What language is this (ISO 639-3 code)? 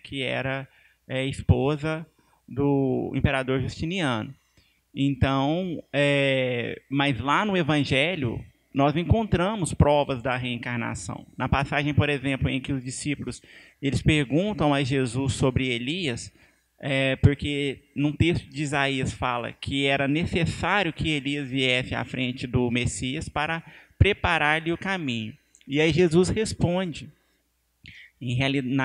por